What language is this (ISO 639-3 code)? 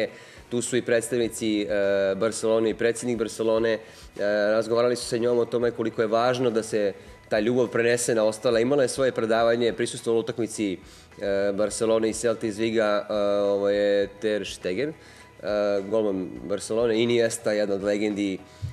srp